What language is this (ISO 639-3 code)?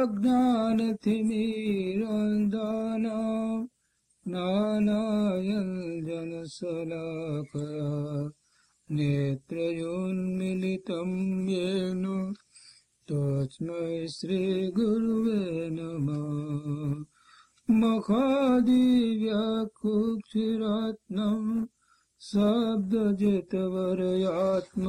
guj